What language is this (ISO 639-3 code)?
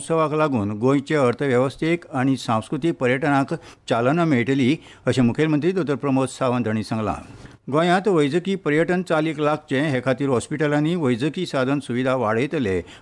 kok